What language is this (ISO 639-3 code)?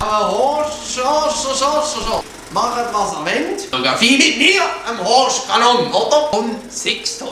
gsw